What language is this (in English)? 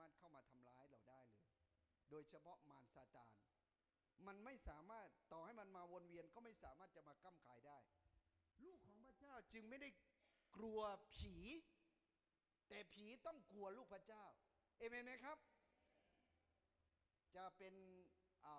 Thai